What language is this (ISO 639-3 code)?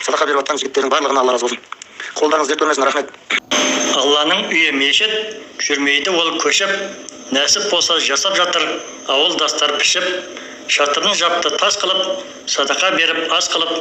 kaz